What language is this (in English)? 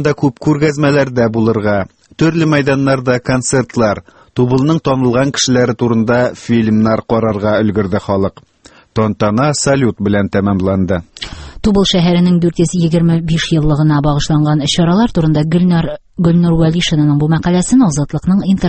Tatar